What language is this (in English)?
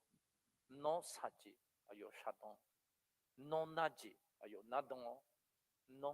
Akha